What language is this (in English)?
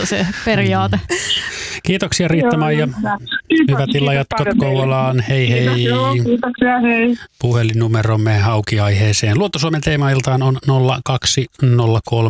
Finnish